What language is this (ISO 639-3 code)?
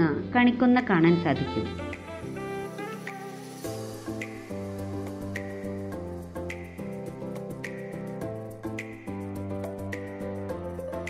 mal